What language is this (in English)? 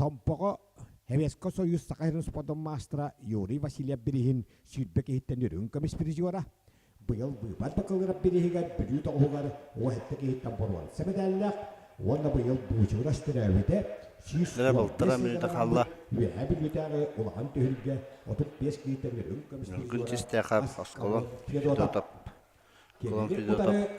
Yakut